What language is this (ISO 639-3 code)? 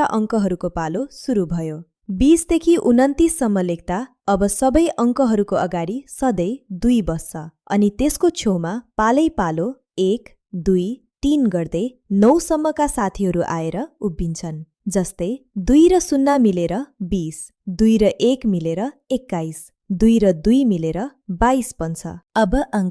nep